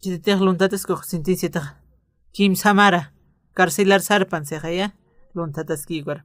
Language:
Aymara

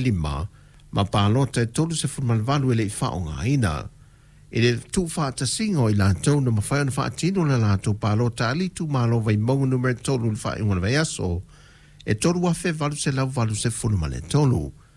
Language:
Samoan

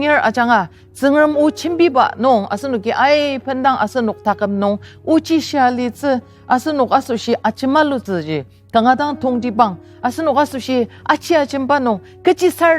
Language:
Ao Naga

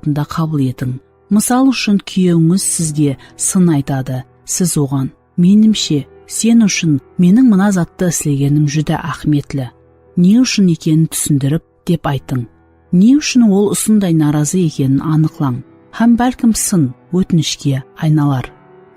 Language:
Kara-Kalpak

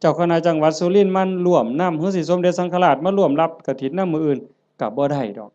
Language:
Lao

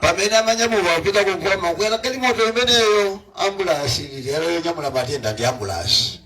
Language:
Nyanja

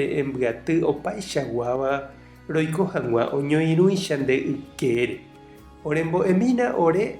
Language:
Guarani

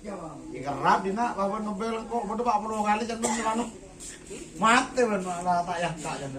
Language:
Madurese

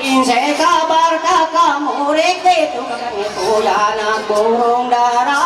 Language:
Ma'anyan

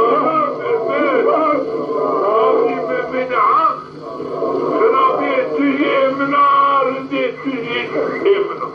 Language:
Zaza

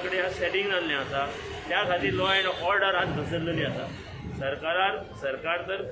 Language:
Konkani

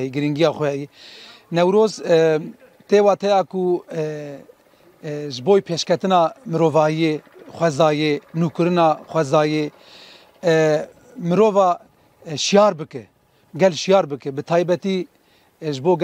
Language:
Kurdish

